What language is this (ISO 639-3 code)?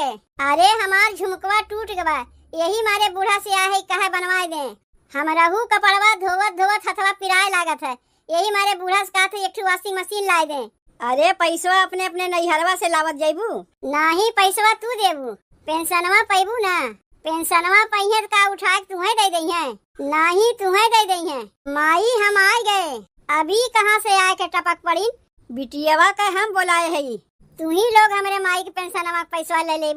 awa